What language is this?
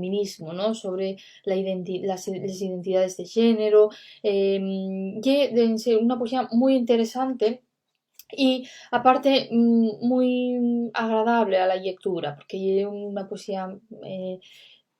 Asturian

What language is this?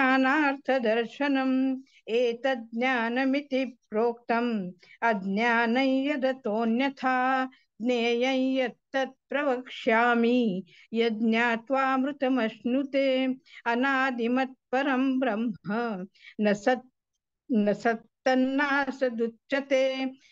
Sanskrit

